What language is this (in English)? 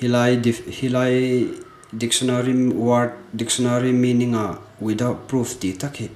Hmar